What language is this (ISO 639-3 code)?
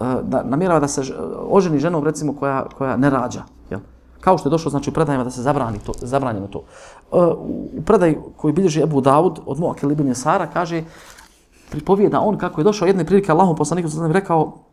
bos